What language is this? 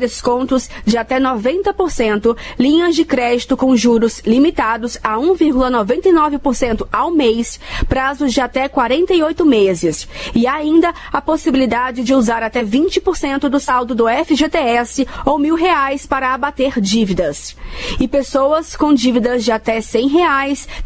Portuguese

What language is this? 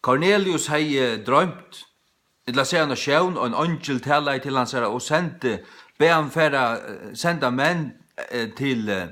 Faroese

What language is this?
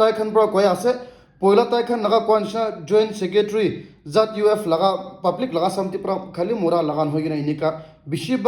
Naga Pidgin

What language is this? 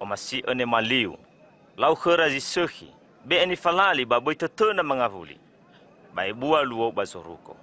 Nias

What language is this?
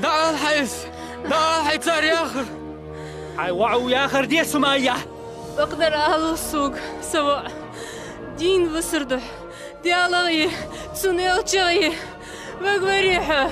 Ingush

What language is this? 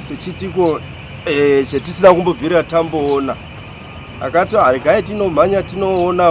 Shona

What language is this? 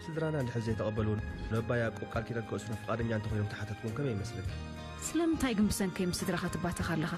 Tigrinya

